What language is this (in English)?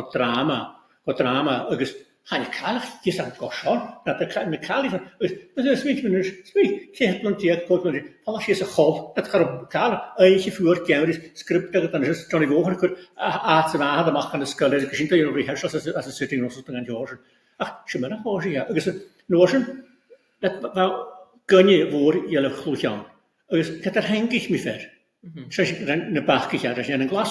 Scottish Gaelic